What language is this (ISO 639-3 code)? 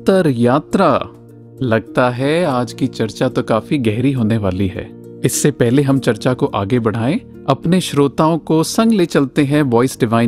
hin